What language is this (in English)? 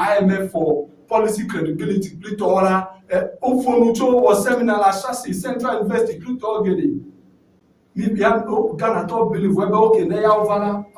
Ewe